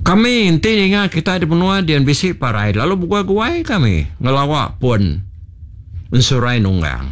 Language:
Iban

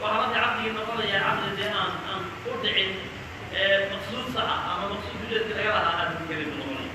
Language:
Somali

